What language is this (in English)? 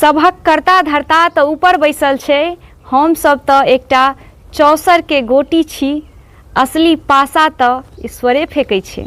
Maithili